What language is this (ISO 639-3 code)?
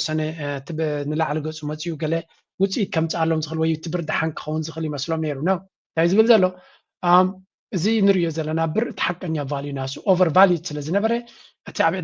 tir